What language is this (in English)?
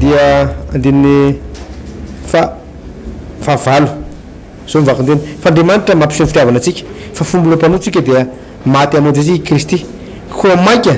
Malagasy